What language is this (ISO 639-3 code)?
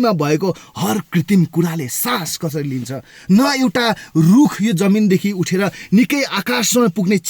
nep